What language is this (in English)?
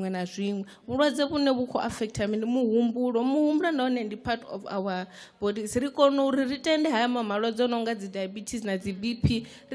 Venda